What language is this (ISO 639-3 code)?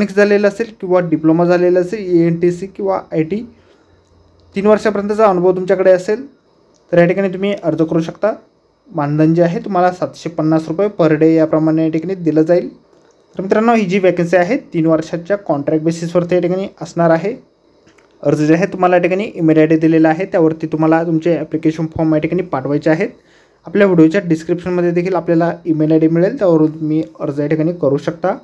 mar